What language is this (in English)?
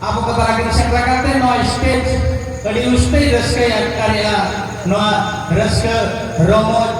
Santali